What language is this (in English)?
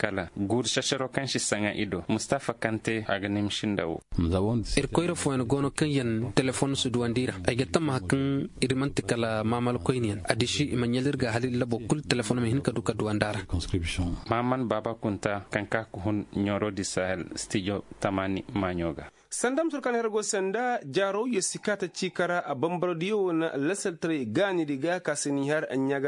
Koyraboro Senni